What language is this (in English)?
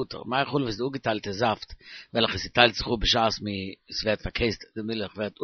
Yiddish